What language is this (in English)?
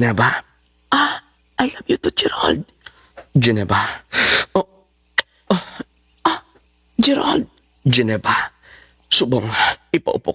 Hiligaynon